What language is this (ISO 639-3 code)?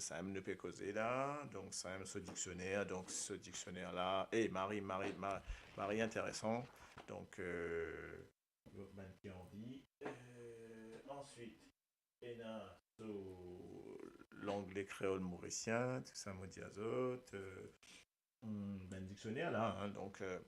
mfe